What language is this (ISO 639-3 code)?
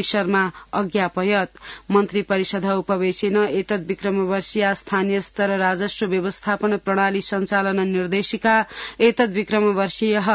san